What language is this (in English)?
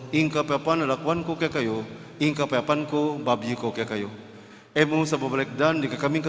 Pampanga